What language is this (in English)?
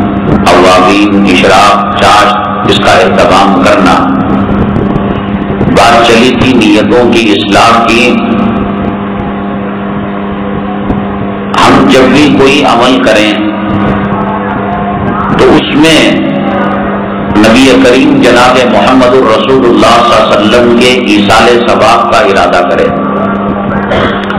Urdu